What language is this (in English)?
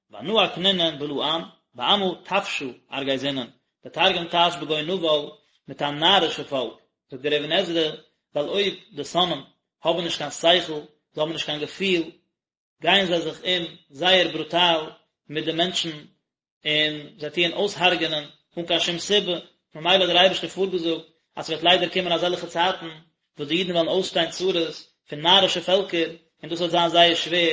Yiddish